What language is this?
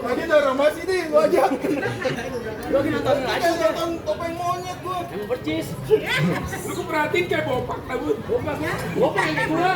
Betawi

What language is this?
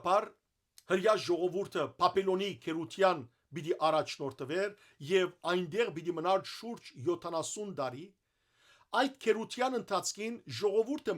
Western Armenian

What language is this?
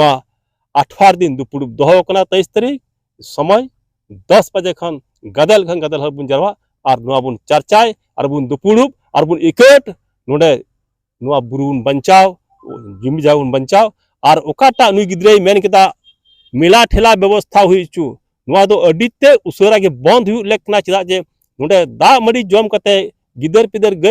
Santali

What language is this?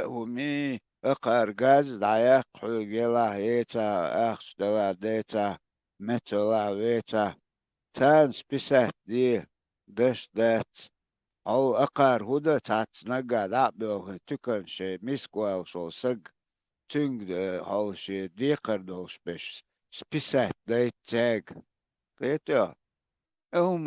Chechen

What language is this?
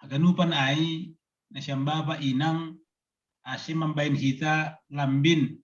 Batak Simalungun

